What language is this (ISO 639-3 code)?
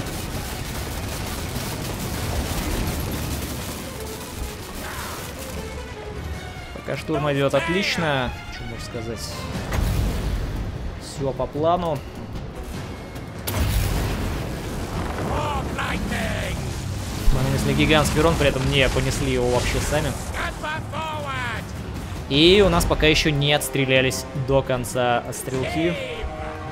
rus